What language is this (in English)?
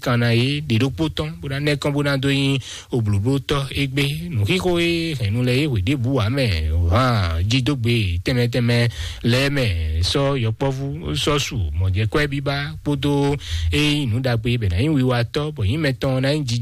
Fon